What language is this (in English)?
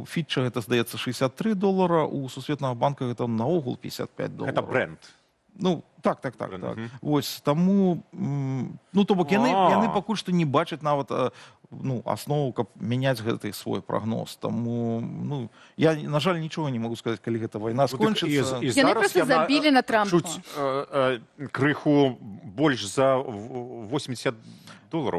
Belarusian